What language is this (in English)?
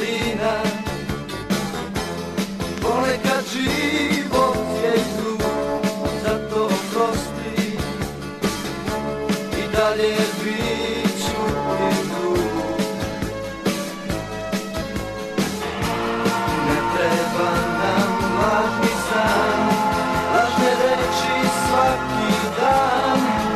Serbian